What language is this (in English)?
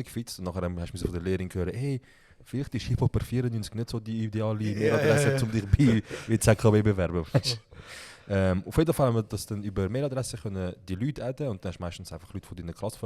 Swiss German